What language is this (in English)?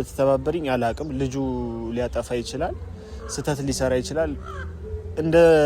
Amharic